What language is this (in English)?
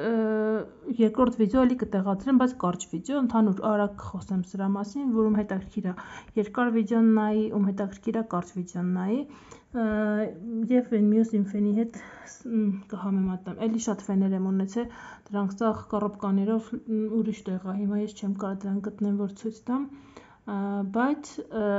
Armenian